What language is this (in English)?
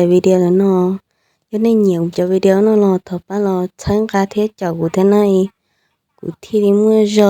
Hmong